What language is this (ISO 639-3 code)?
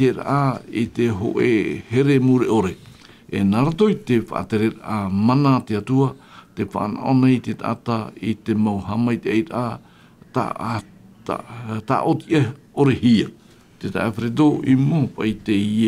tah